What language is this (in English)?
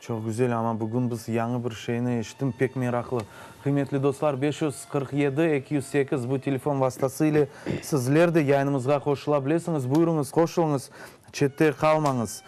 Crimean Tatar